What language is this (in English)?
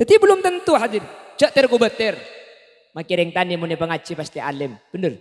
Madurese